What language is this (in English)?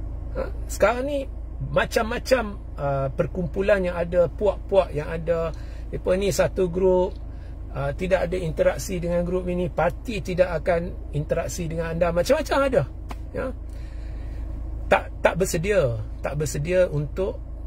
Malay